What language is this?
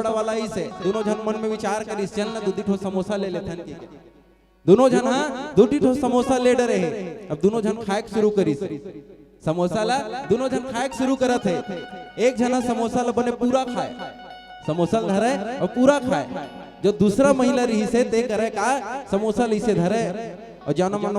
Chhattisgarhi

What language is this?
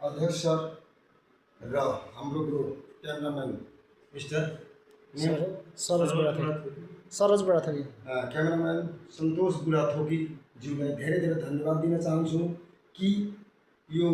Nepali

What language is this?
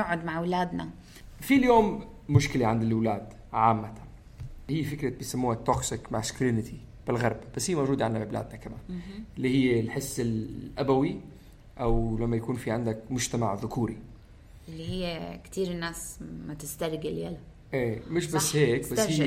North Levantine Arabic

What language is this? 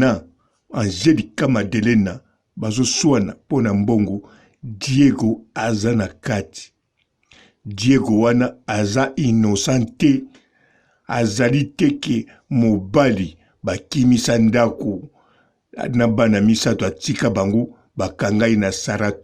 Lingala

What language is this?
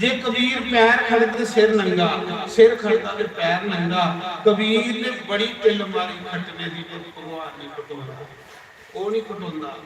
Dogri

